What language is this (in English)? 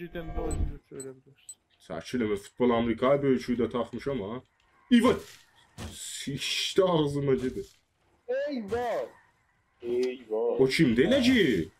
South Azerbaijani